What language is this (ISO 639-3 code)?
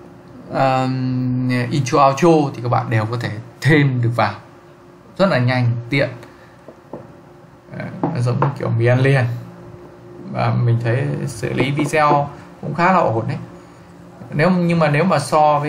vie